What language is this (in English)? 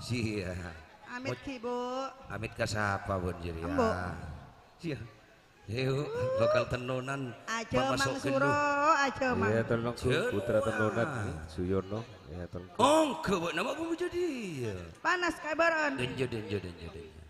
Madurese